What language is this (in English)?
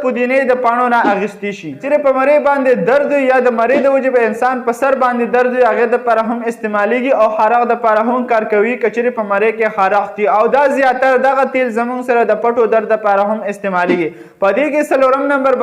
Pashto